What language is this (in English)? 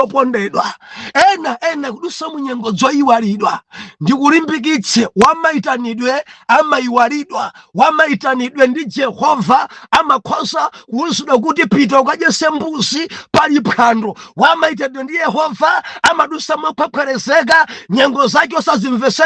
Nyanja